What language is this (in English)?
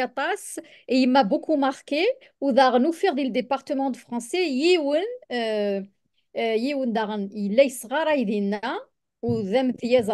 Kabyle